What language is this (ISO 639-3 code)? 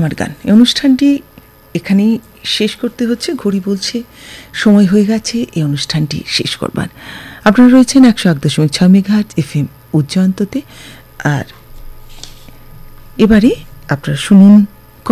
ben